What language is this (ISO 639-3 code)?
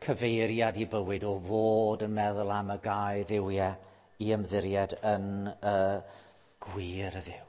cym